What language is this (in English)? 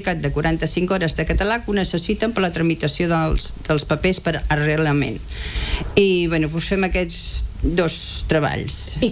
Catalan